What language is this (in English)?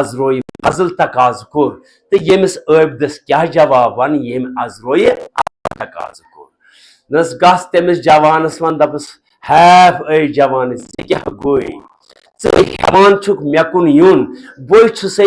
Kashmiri